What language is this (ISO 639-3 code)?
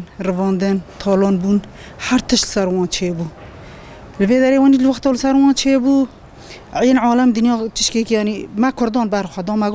kur